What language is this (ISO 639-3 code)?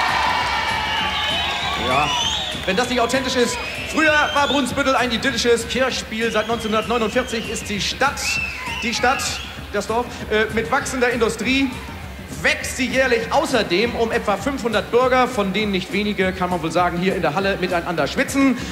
deu